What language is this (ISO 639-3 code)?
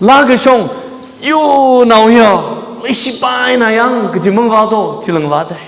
nmf